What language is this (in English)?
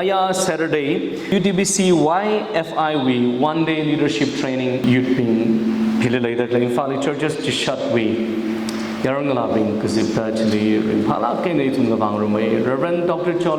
Tangkhul Naga (India)